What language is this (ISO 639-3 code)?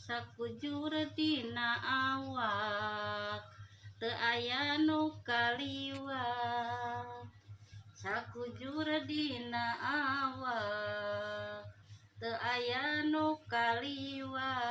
sun